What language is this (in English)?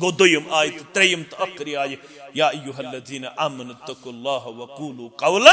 Kashmiri